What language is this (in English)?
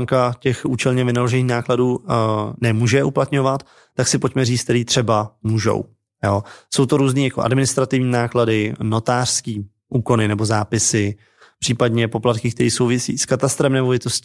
Czech